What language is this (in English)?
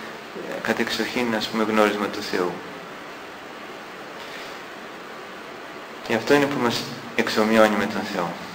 Greek